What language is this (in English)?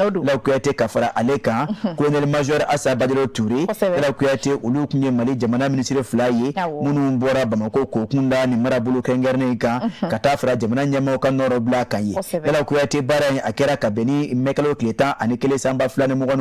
Bambara